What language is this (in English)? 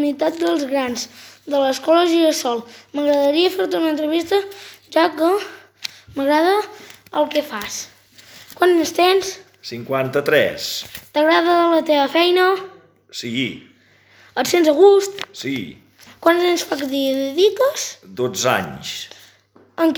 Catalan